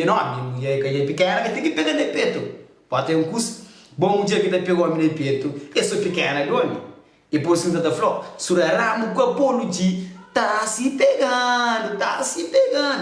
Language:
Kabuverdianu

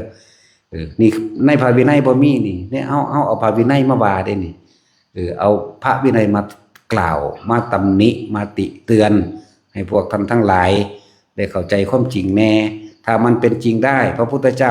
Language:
Northeastern Thai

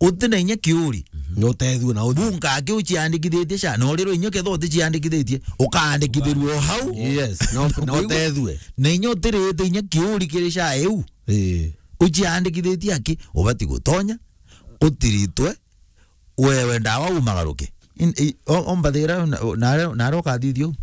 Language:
Meru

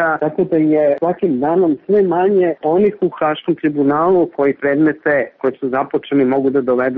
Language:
Serbian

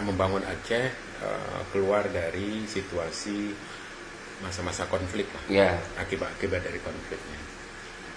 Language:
Achinese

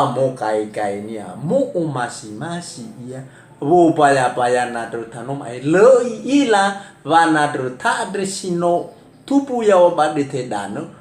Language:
Nias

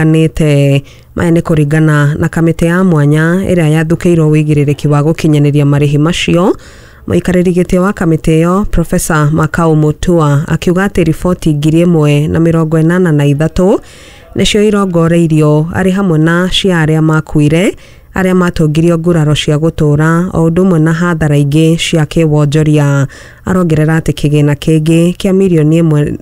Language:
Kikuyu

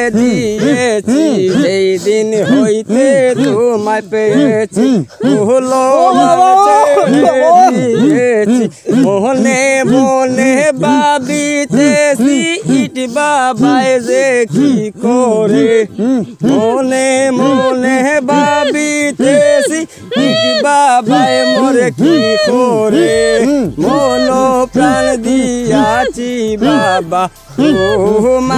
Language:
Sylheti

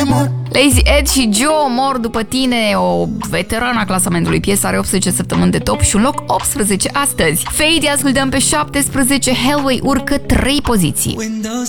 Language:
Romanian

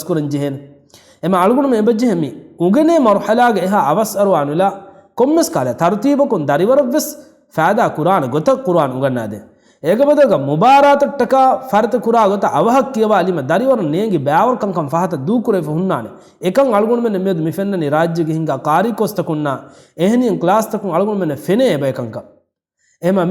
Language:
Divehi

